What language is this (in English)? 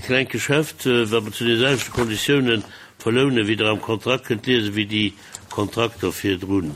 Luxembourgish